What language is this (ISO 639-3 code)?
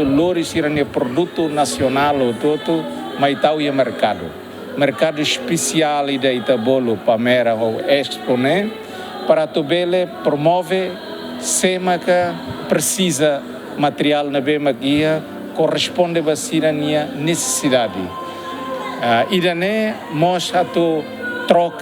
tet